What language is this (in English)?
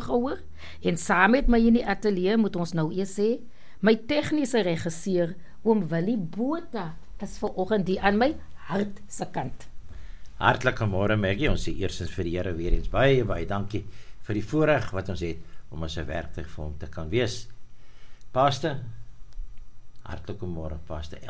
Afrikaans